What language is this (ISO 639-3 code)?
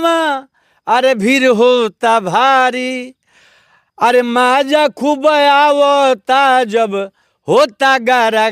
bho